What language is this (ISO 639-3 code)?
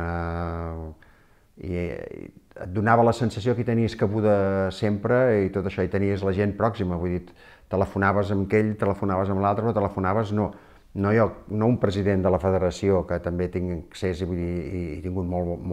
cat